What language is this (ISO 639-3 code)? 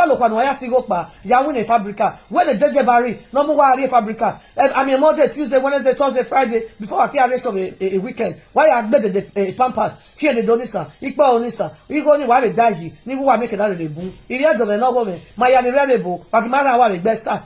pcm